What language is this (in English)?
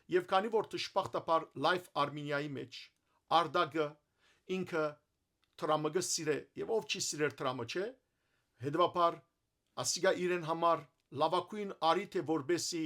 Western Armenian